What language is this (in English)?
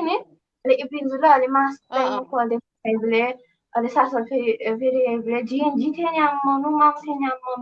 Newari